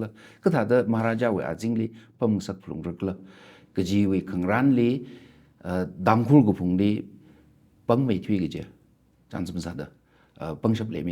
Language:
Tangkhul Naga (India)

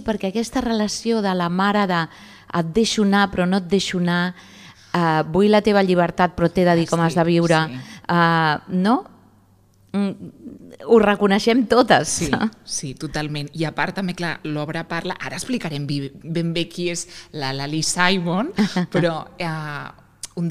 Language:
Catalan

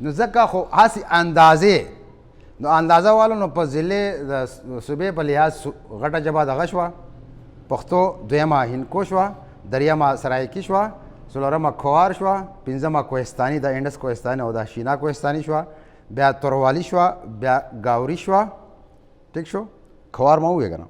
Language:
Pashto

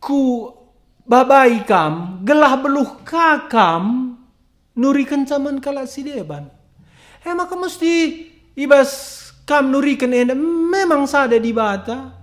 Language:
Batak Karo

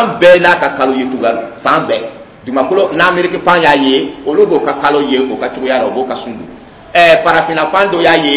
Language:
Dyula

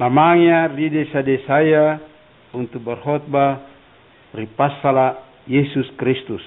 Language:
Makasar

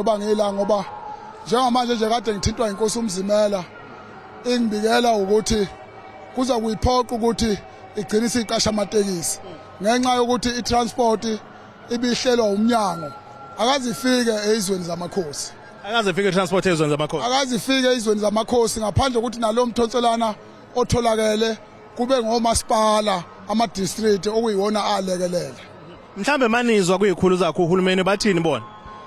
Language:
Zulu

